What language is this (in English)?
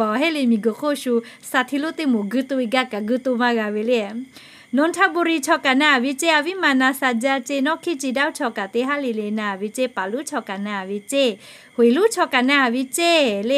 Lahu